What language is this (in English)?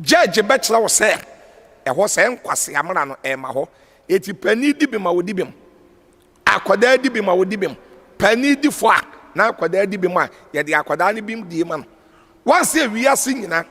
Akan